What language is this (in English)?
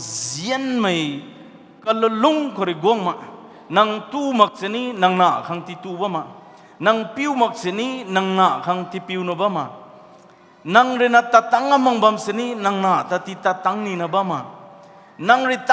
Rongmei Naga